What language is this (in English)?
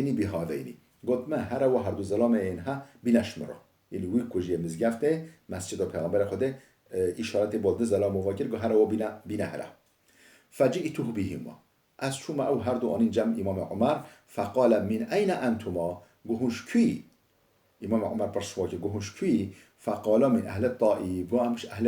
Kurdish